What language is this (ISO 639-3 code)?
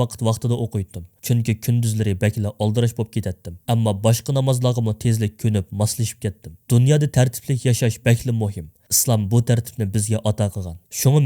uig